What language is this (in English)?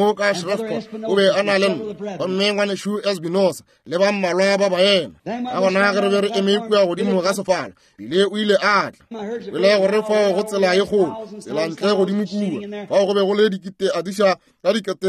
Northern Sotho